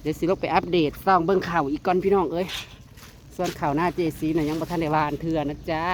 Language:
Northeastern Thai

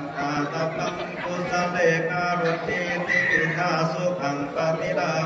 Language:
Lü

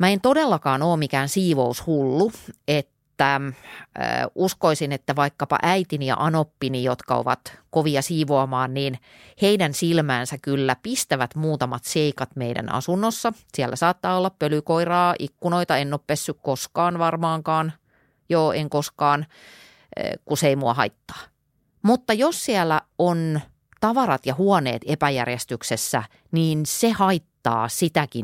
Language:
Finnish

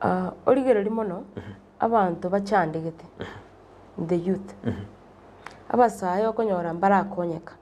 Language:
Gusii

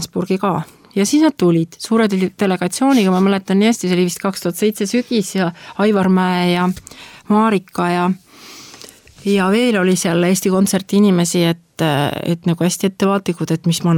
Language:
Estonian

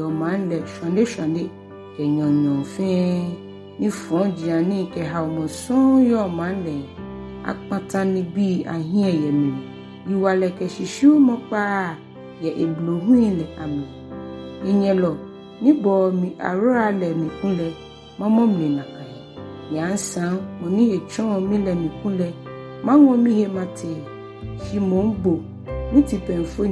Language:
Ga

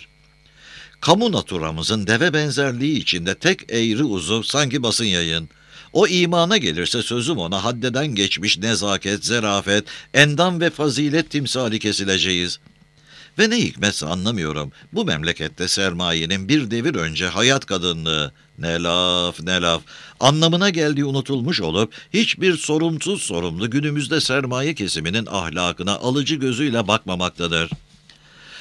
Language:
Turkish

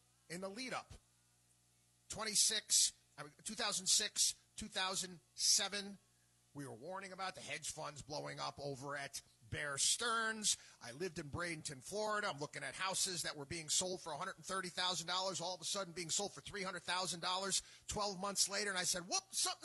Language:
English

